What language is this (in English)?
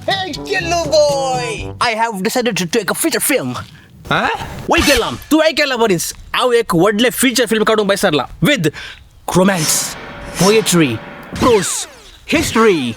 Konkani